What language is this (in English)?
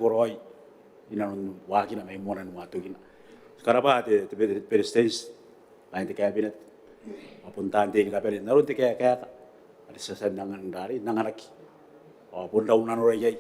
Gilbertese